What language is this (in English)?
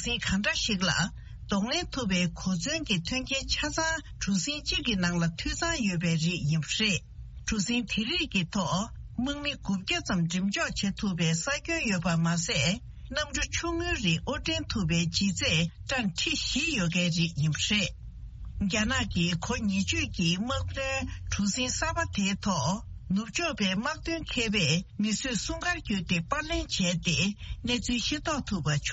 Tibetan